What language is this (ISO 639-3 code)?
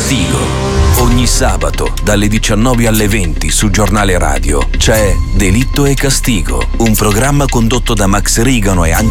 ita